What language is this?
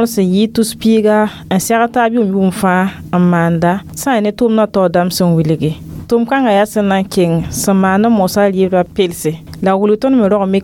Mossi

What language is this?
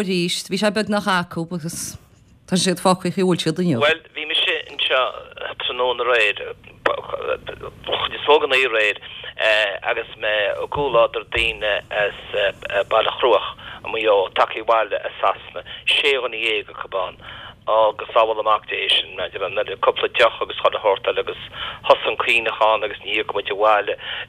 Irish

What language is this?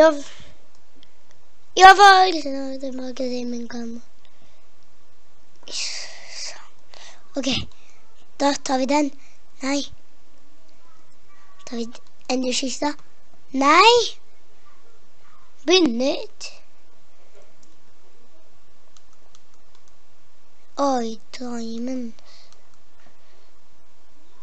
Norwegian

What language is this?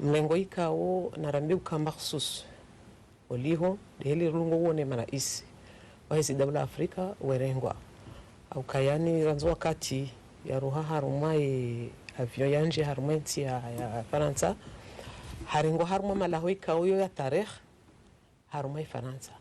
Ngazidja Comorian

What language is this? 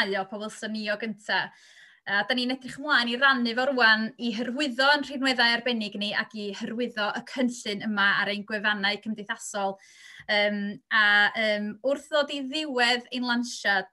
Welsh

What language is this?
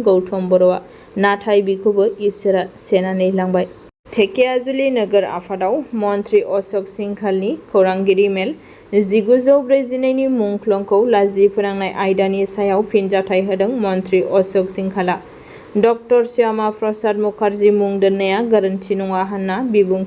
Bodo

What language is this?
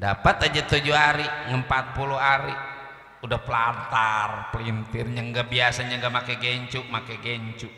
Betawi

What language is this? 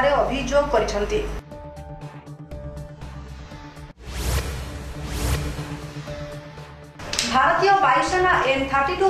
Odia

